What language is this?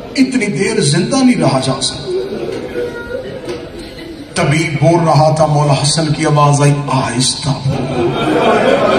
Urdu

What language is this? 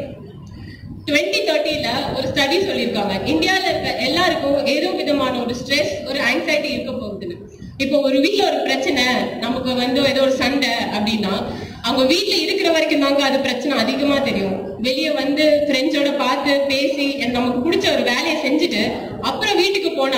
Tamil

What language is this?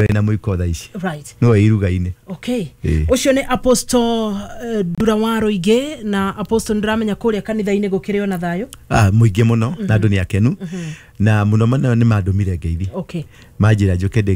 Kikuyu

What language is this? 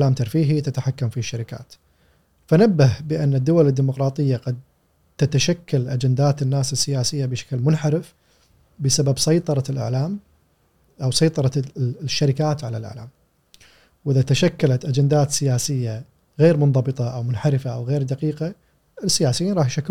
Gulf Arabic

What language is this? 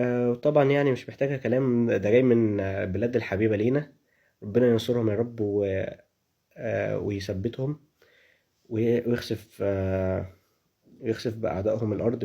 Egyptian Arabic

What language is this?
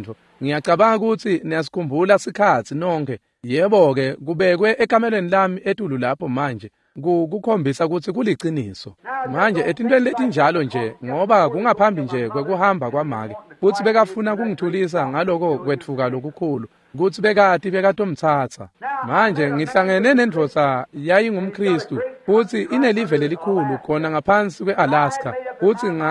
Swati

